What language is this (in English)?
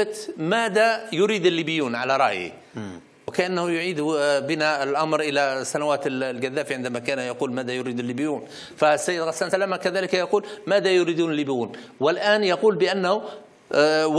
Arabic